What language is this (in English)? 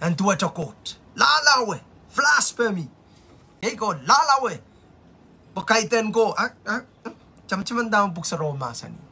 Pohnpeian